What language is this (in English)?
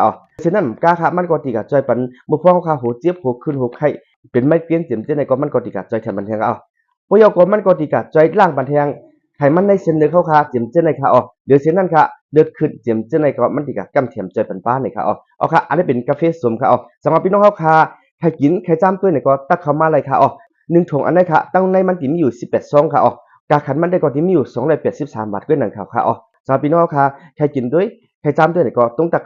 Shan